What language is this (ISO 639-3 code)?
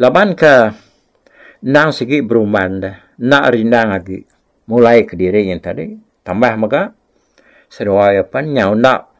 iba